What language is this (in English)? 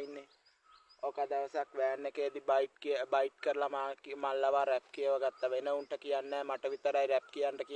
Sinhala